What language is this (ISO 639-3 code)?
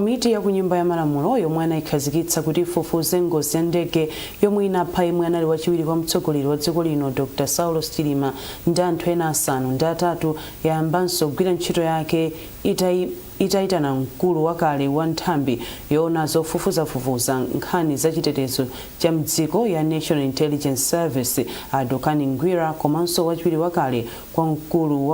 nya